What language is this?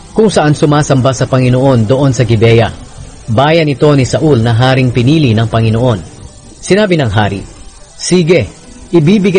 Filipino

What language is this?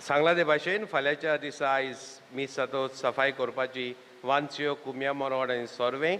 Konkani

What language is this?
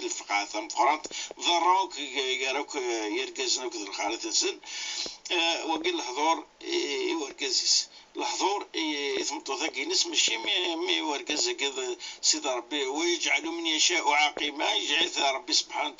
Kabyle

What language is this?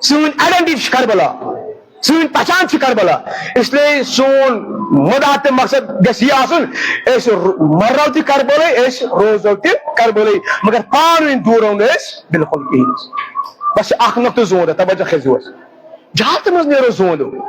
Kashmiri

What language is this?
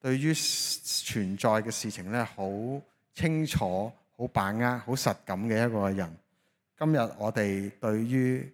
Cantonese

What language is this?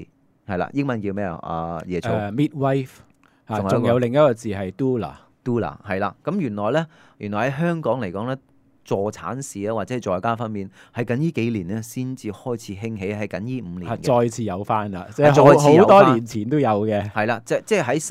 Cantonese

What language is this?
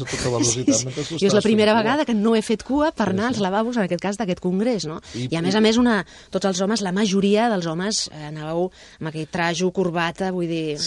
Catalan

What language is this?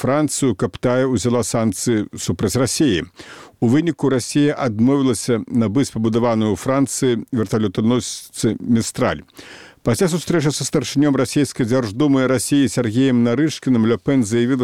Belarusian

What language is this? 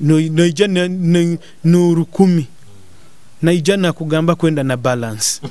Nyoro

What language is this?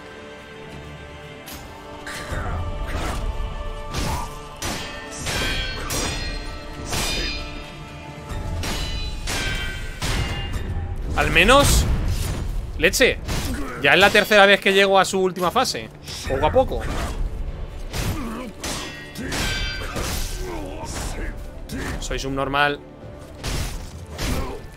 Spanish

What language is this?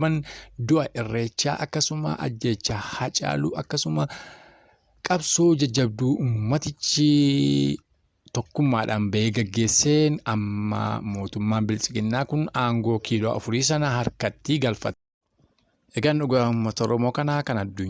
Oromo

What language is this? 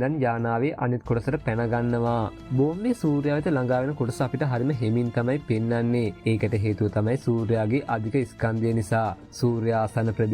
Sinhala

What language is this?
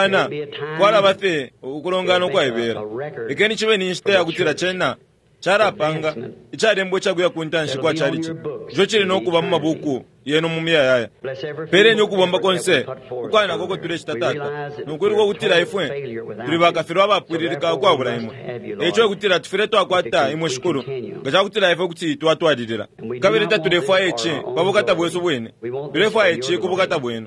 Bemba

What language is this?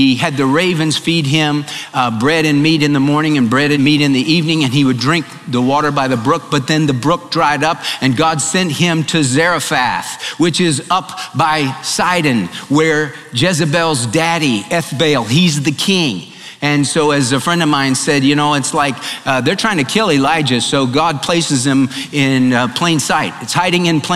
English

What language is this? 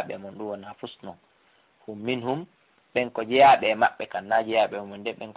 Fula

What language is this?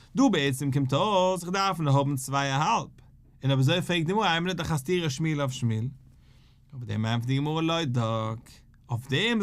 Yiddish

